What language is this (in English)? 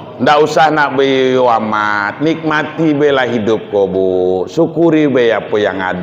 Minangkabau